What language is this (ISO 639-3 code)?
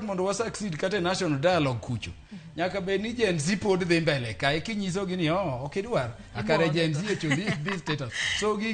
luo